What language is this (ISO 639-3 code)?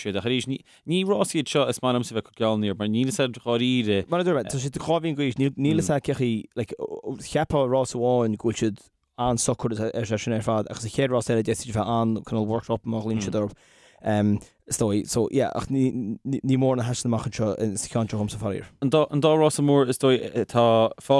gle